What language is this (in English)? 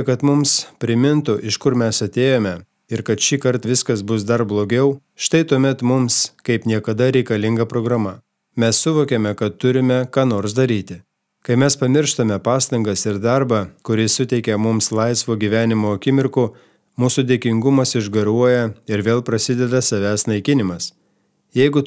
Lithuanian